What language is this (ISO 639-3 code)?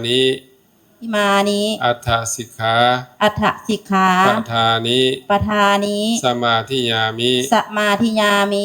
tts